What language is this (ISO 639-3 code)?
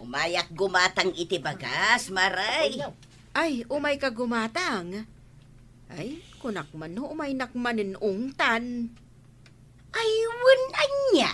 ilo